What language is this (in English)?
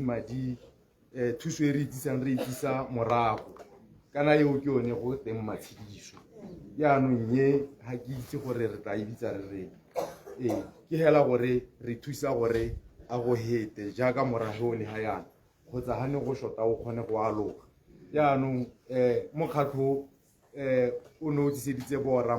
Tswana